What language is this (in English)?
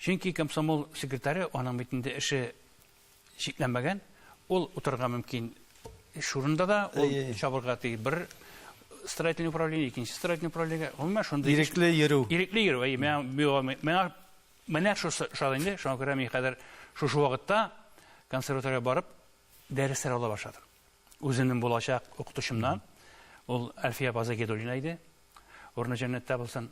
Tatar